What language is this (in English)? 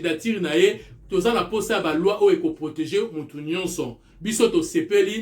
Lingala